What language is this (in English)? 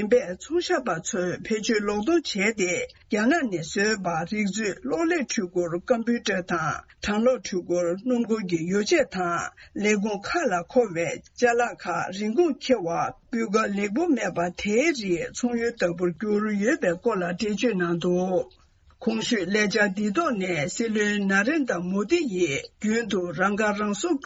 Tibetan